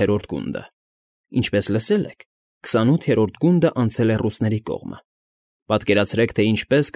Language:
Armenian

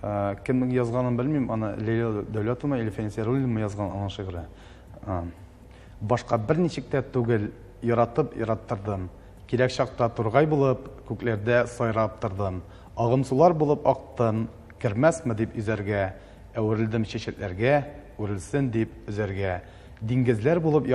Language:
Tatar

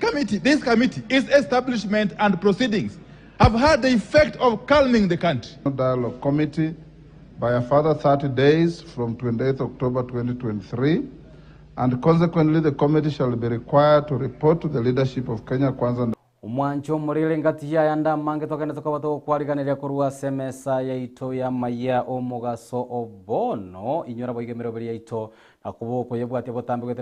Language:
Gusii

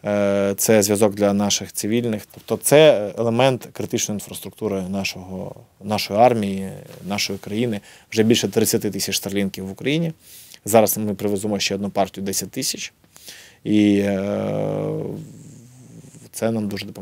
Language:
Ukrainian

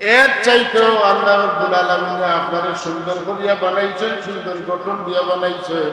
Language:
Sylheti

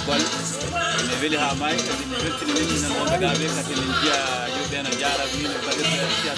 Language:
Fula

